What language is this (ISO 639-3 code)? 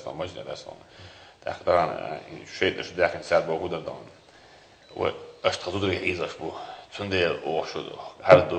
che